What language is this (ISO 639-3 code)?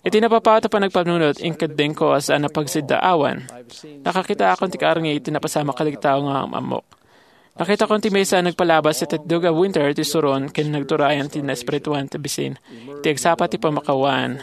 ilo